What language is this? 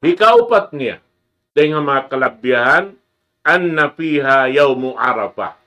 Tausug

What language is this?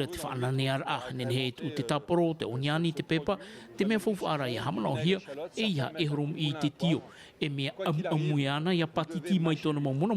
Tahitian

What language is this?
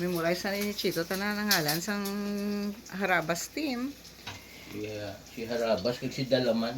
Hiligaynon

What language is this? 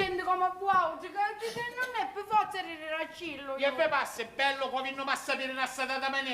Sicilian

